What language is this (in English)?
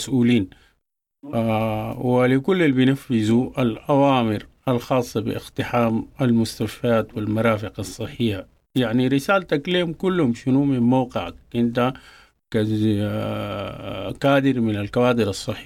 Sudanese Arabic